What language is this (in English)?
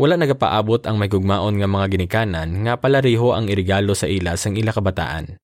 Hiligaynon